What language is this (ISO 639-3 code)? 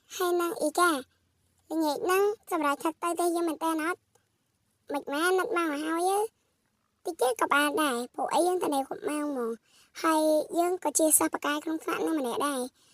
khm